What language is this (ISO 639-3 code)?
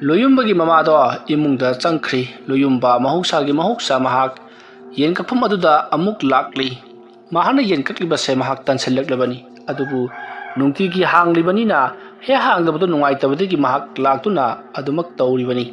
mni